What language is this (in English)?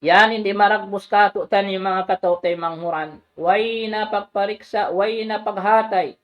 Tausug